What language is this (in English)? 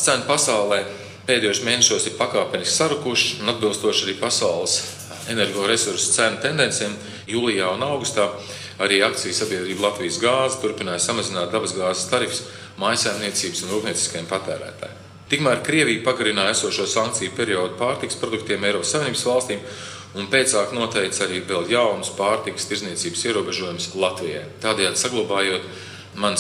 Latvian